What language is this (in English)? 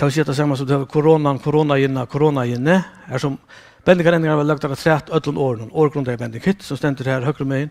Faroese